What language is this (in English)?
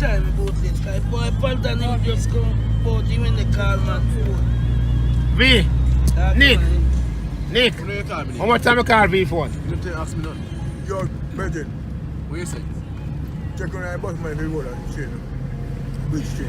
Jamaican Creole English